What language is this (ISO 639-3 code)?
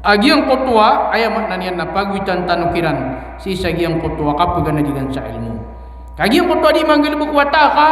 mrw